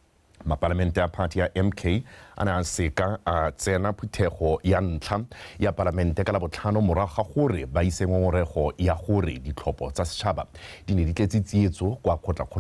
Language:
Tswana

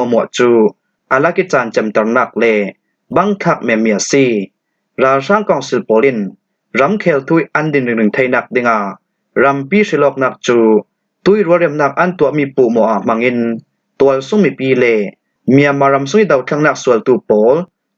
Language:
Falam Chin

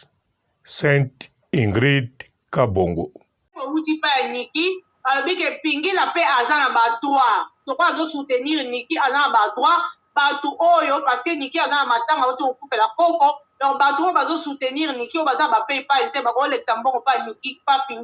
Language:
Lingala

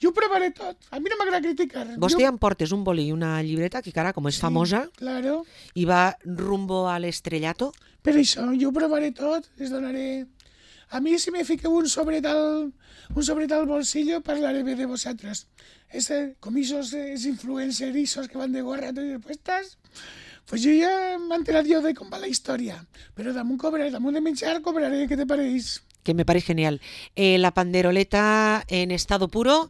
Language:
Catalan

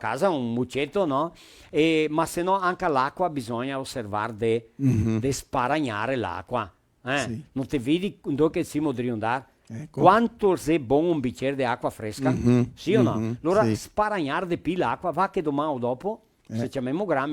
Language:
Venetian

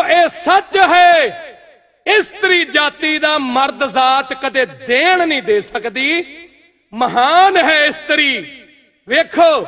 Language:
Punjabi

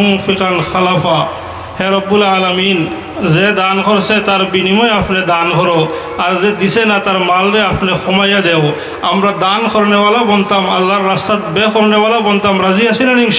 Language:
Sylheti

